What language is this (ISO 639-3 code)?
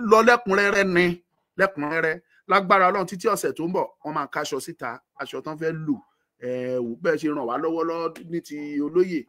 yor